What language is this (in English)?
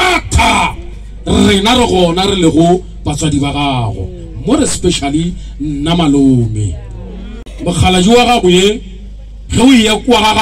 Northern Sotho